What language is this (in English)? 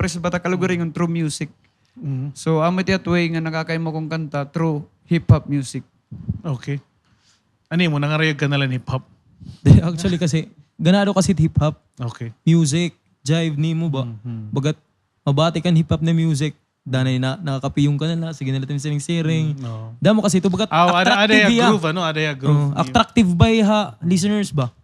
Waray